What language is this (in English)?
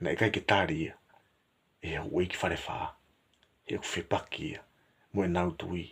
Tongan